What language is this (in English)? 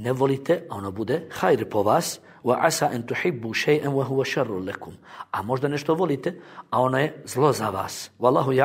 Bosnian